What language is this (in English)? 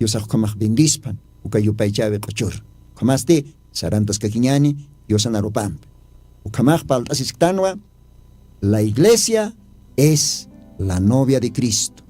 Aymara